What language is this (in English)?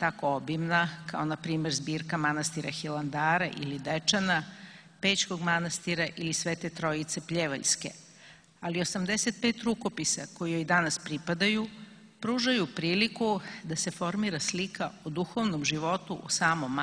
Serbian